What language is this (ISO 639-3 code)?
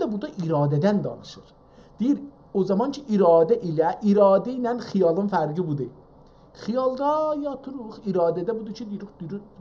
azb